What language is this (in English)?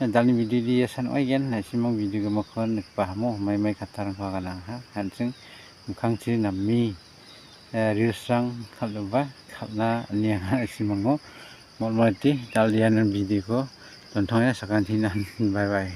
Garo